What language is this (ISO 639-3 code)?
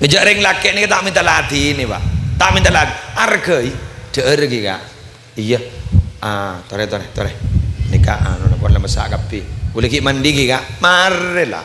mad